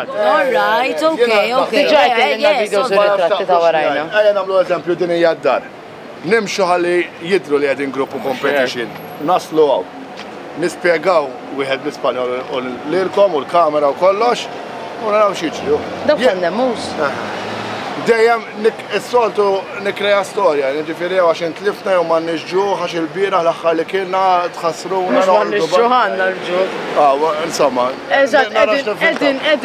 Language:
Maltese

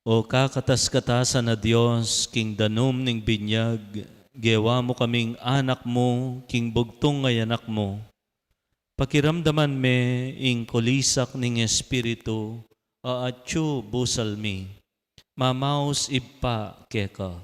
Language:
Pampanga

